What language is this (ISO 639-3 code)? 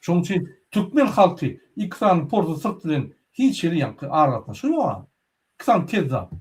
tuk